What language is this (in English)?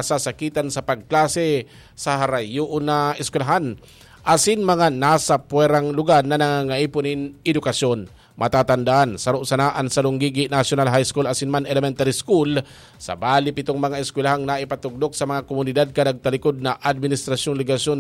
Bikol